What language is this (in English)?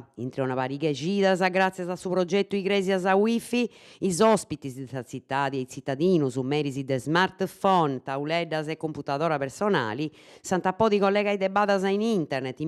Sardinian